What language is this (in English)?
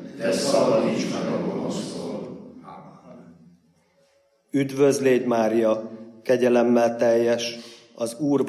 Hungarian